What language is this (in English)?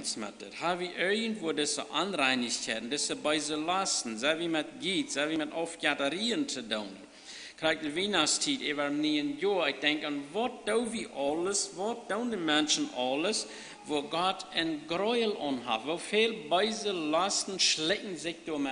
Plautdietsch